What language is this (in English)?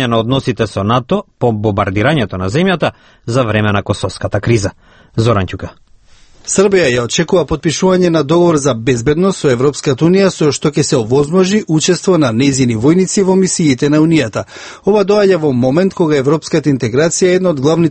Macedonian